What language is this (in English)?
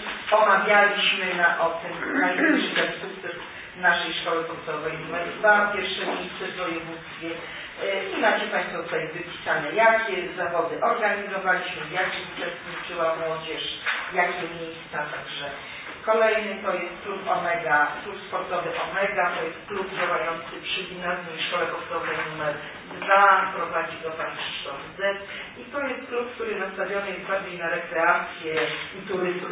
Polish